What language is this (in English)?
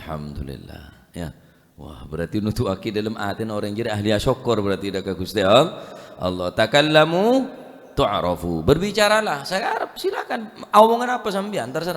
Madurese